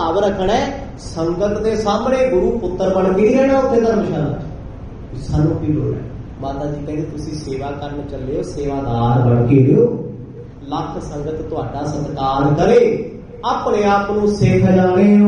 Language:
Punjabi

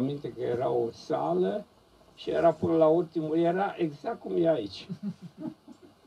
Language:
Romanian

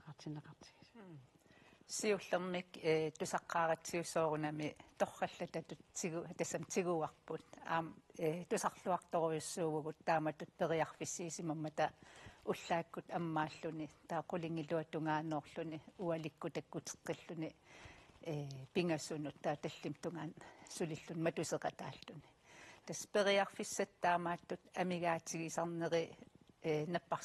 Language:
Kalaallisut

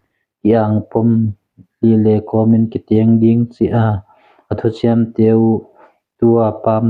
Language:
Tedim Chin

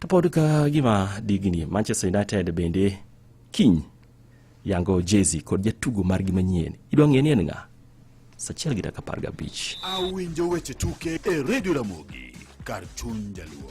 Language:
Luo (Kenya and Tanzania)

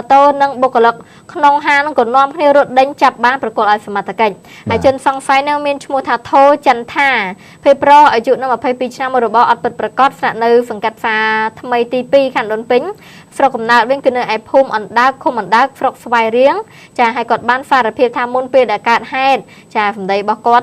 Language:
Khmer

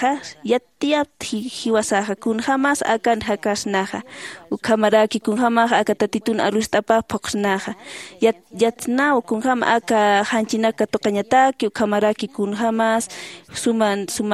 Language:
Aymara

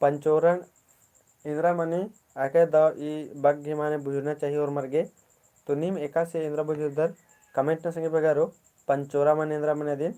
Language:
Kurukh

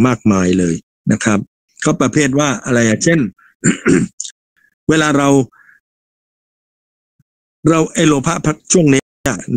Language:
Thai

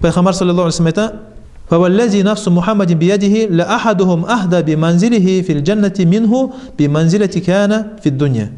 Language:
Kumyk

